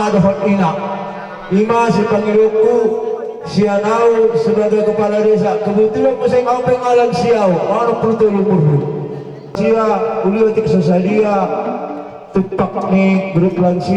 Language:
Batak Toba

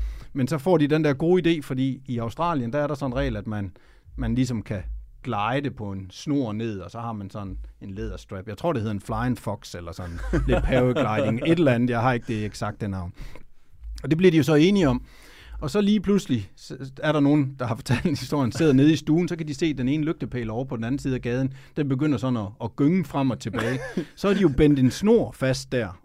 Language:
Danish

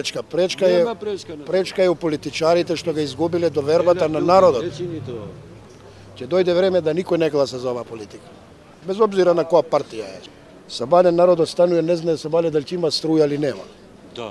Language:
Macedonian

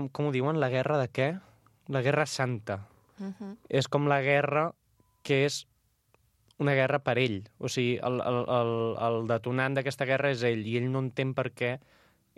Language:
Catalan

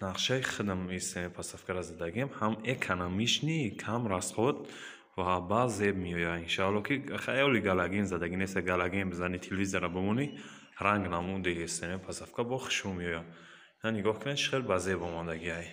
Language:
Tajik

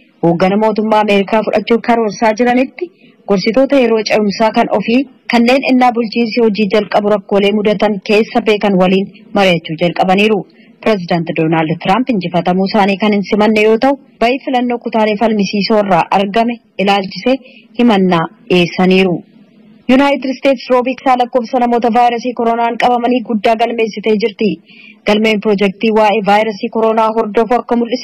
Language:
Oromo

